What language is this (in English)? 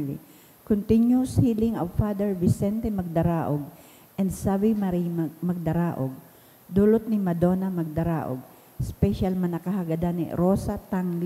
Bikol